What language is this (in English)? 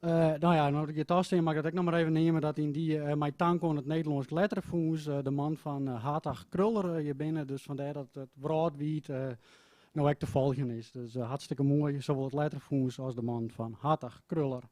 Western Frisian